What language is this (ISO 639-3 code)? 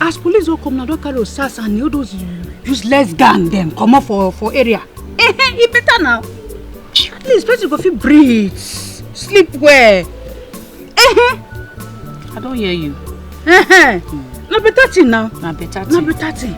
pcm